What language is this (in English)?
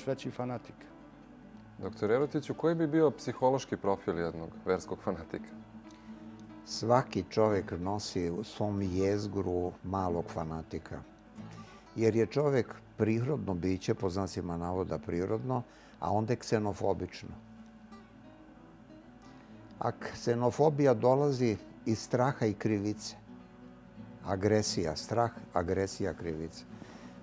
Serbian